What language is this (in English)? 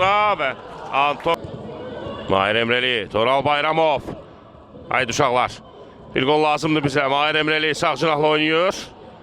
Azerbaijani